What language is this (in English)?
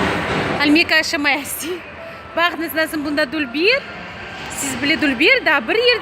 Crimean Tatar